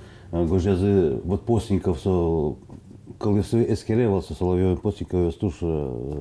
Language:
Udmurt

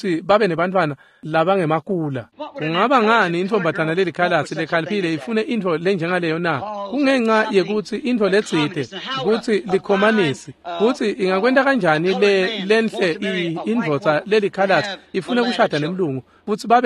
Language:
Swati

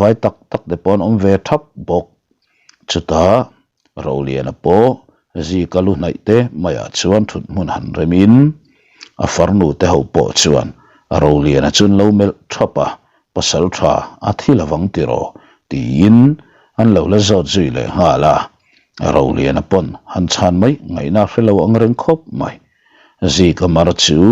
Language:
Mizo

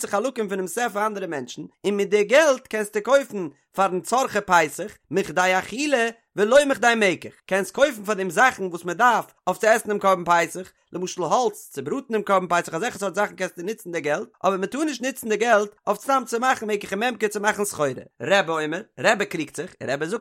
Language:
Yiddish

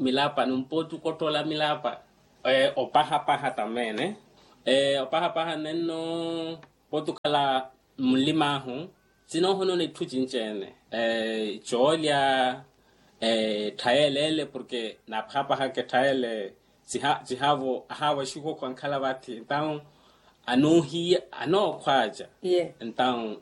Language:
Makhuwa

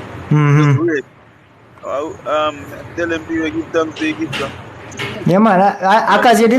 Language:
Jamaican Creole English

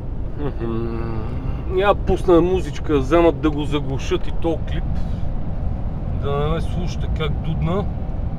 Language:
Bulgarian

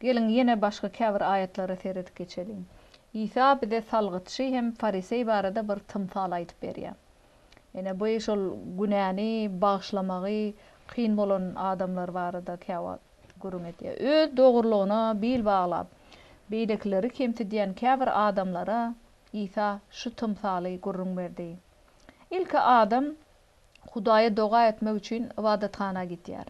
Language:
Turkmen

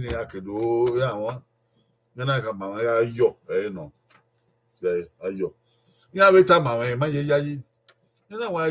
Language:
Bini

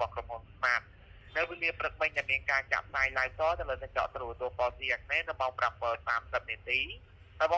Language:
Khmer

